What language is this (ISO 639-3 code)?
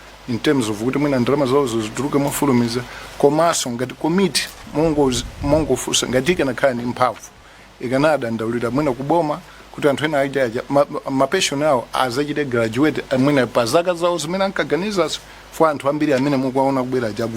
nya